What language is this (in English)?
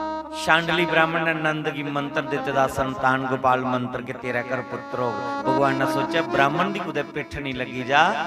Dogri